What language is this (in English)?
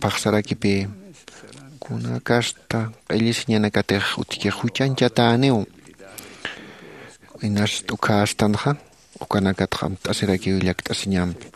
Aymara